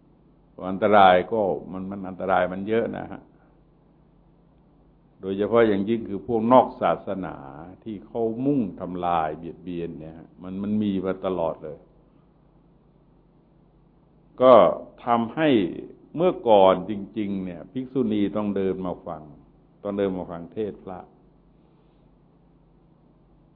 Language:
Thai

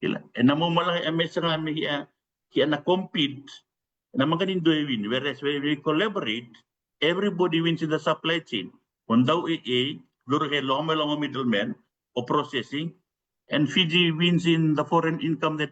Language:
Fijian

